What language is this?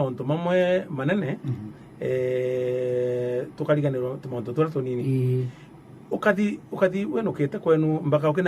Meru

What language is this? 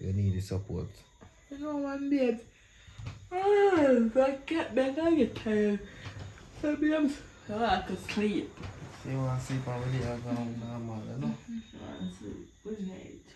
Jamaican Creole English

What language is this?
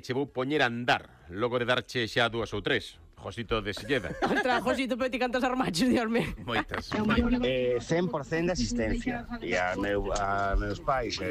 Galician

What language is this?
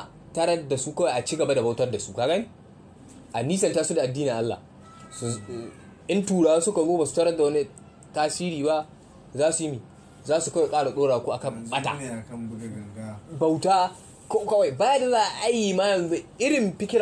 Hausa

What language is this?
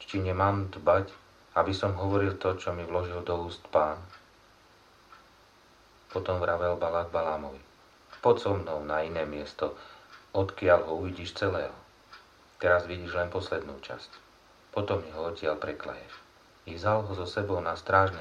Slovak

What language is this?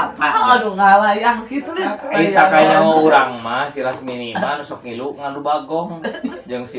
Sundanese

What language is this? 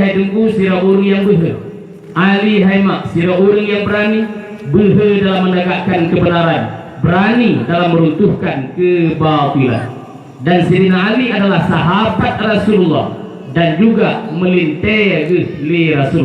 Achinese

